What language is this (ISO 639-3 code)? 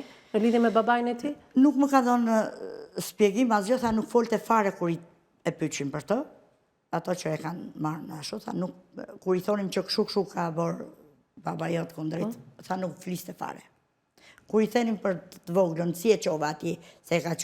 sqi